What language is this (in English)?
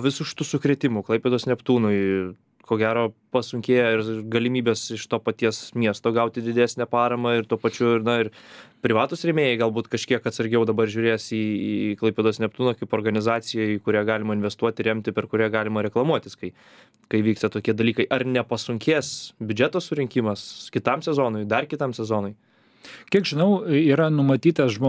Lithuanian